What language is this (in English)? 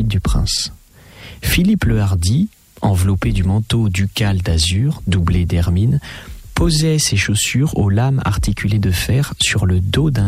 French